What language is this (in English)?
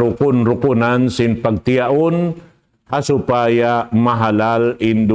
Tausug